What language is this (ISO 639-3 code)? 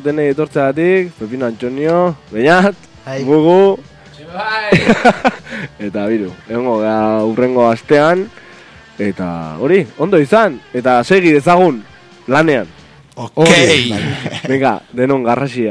eus